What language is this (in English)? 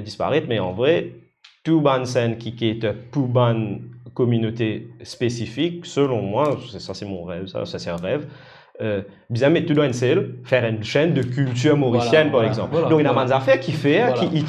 Morisyen